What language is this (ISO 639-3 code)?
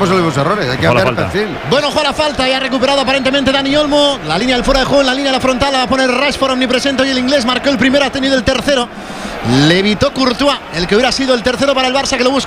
spa